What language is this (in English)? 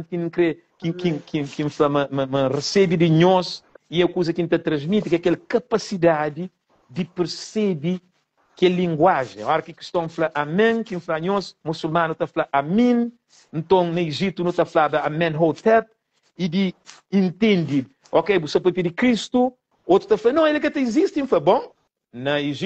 Kabuverdianu